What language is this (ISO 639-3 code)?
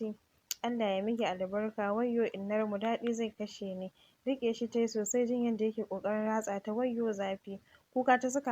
hau